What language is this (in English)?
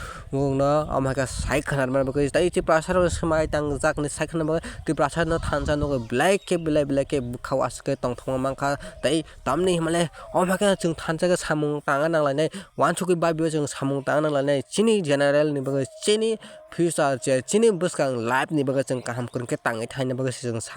Kok Borok